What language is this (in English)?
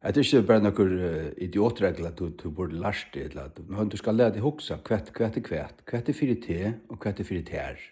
Faroese